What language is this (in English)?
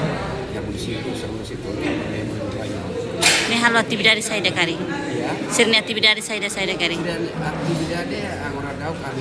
Tetum